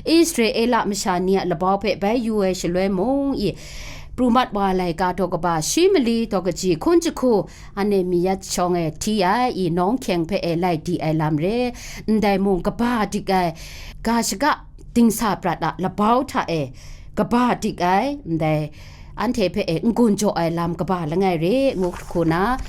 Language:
Kachin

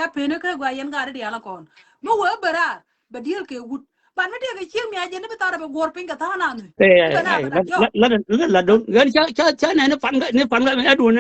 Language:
Nuer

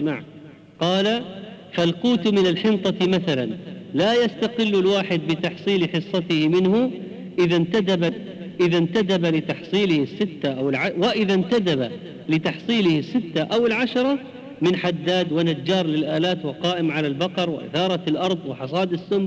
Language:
Arabic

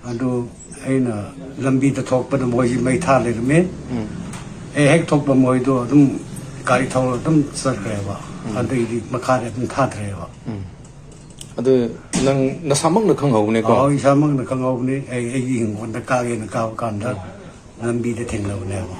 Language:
Manipuri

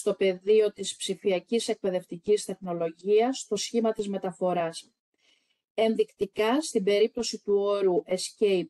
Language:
Greek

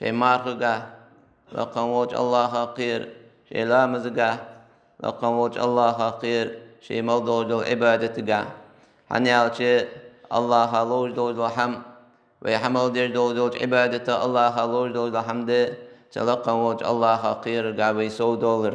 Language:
Ingush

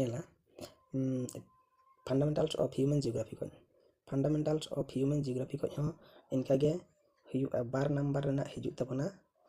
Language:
Santali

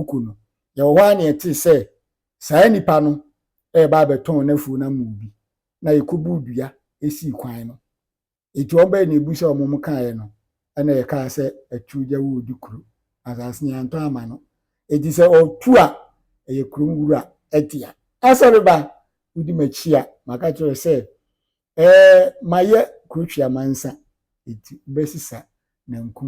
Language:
Akan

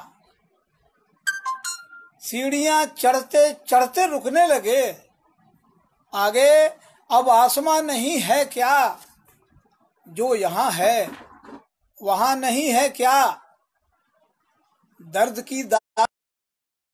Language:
Hindi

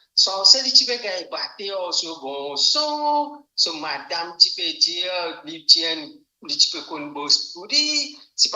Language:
Morisyen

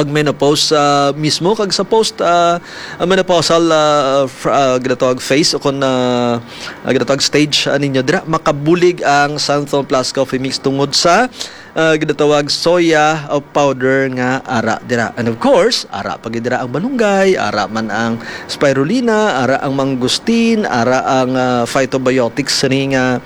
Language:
Hiligaynon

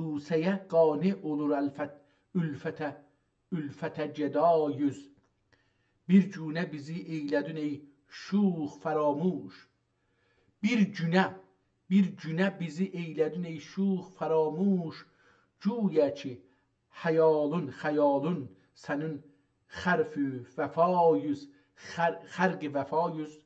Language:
South Azerbaijani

